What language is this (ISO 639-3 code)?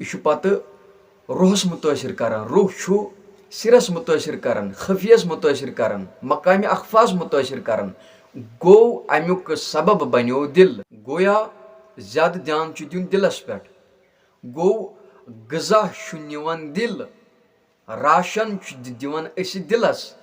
kas